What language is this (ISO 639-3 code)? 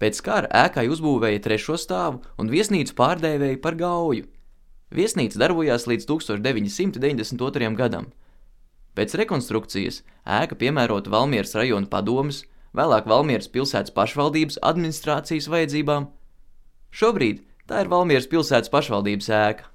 lav